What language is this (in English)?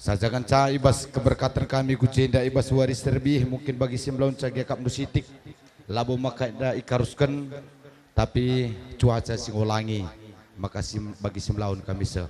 Batak Karo